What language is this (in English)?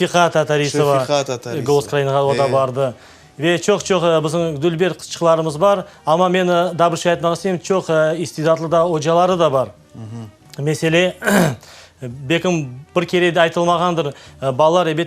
Crimean Tatar